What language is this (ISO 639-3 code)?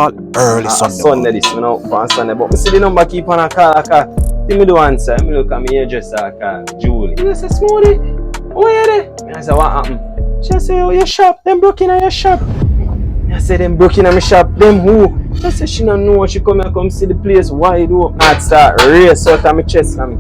jam